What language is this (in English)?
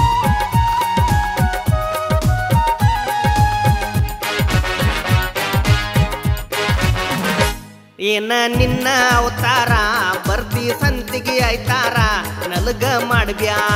Kannada